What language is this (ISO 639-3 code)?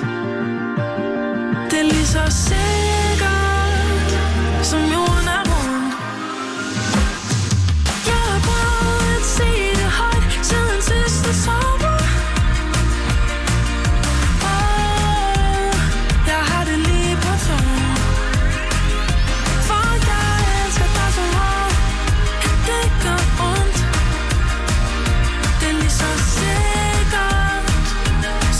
dan